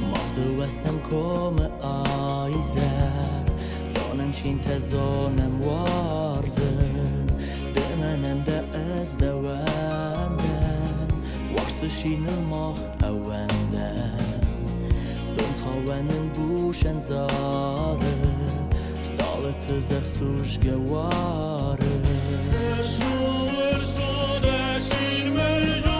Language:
Ossetic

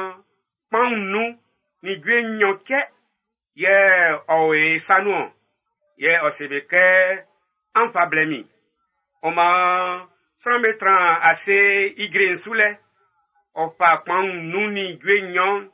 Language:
Baoulé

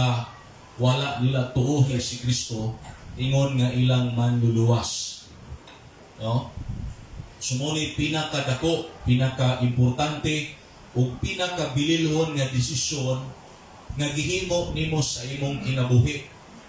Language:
Cebuano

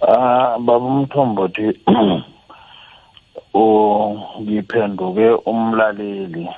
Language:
South Ndebele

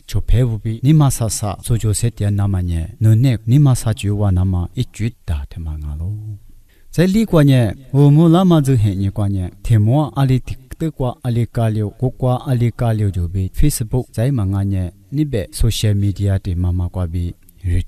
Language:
Lisu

